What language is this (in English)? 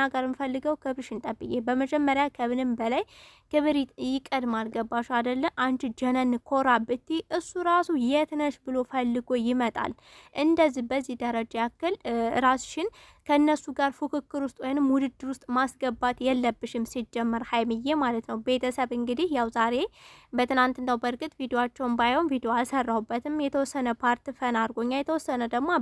Amharic